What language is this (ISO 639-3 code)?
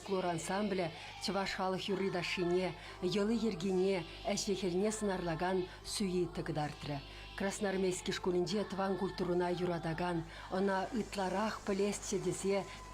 chv